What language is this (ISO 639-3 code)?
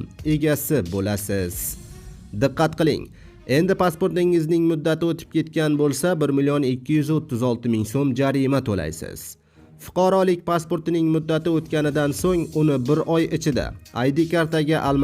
uzb